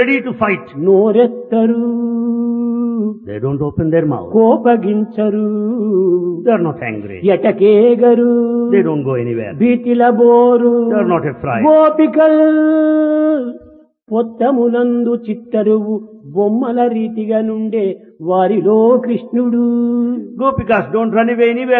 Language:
Telugu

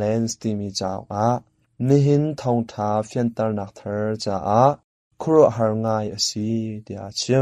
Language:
Hakha Chin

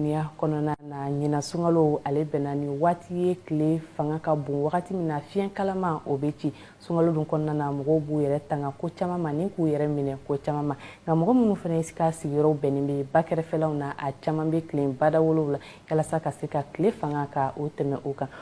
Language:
Bambara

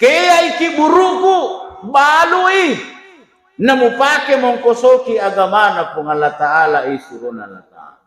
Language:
Buginese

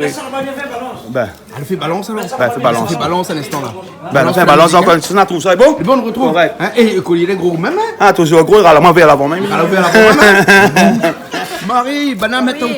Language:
Réunion Creole French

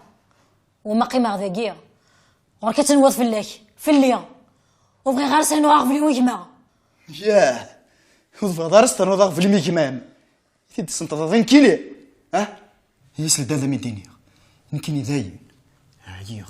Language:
Kabyle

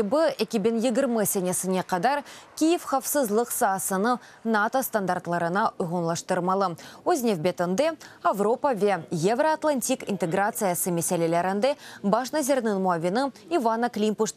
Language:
Crimean Tatar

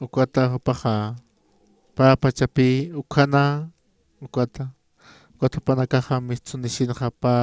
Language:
Aymara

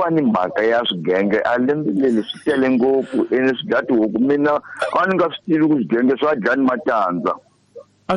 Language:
Tsonga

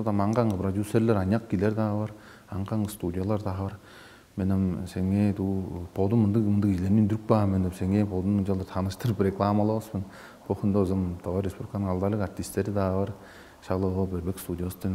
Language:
Tuvinian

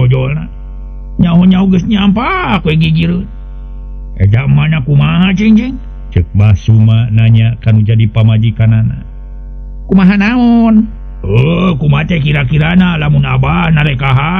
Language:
Sundanese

